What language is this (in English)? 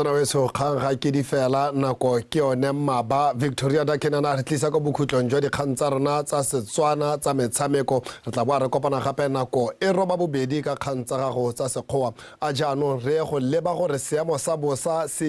Tswana